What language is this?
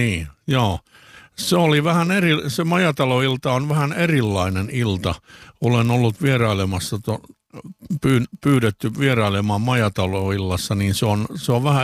Finnish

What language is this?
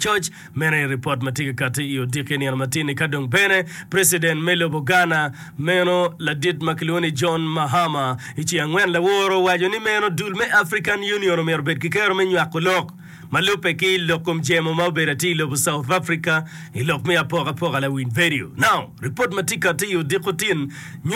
Acoli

